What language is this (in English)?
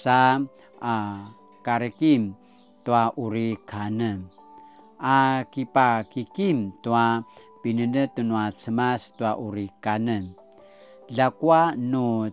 Paiwan